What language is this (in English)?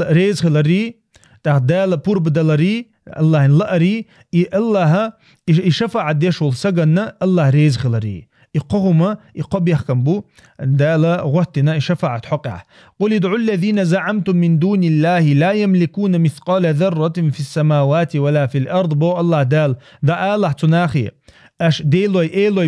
Chechen